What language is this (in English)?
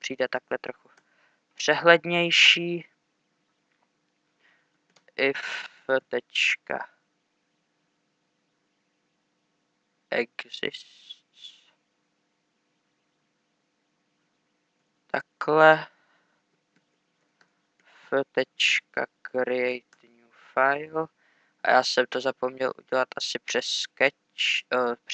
Czech